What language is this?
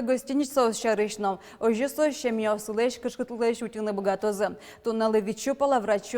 Udmurt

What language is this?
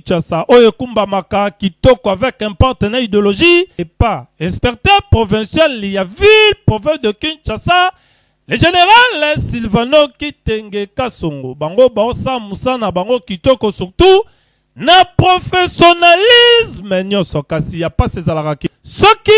Lingala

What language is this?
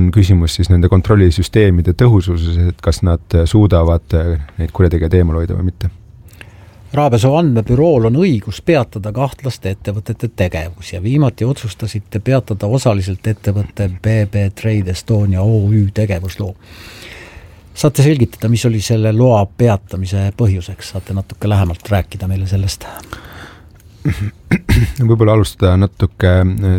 Estonian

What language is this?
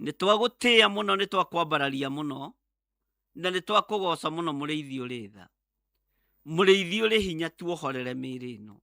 Kikuyu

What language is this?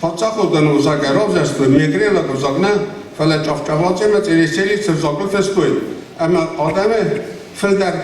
Ossetic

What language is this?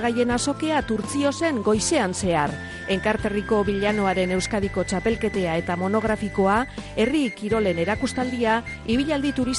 Basque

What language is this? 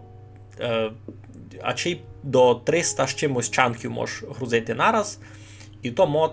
Rusyn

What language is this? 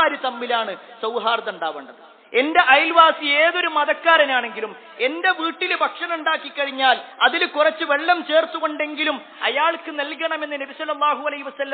Malayalam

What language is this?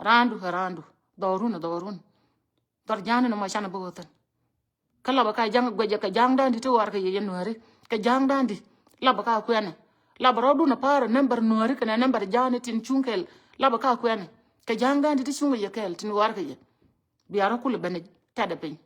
Nuer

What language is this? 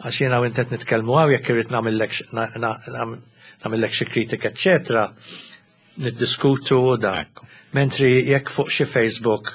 Maltese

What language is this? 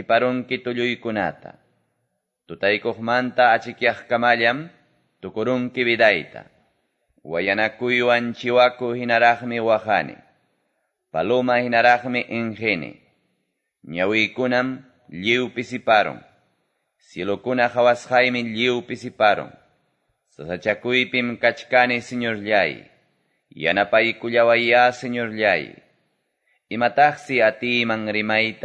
Quechua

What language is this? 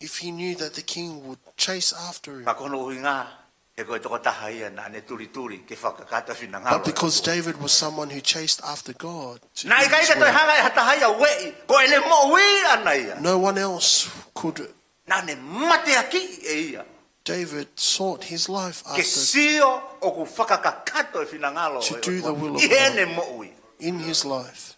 Tongan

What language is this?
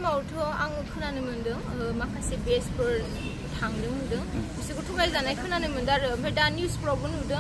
Bodo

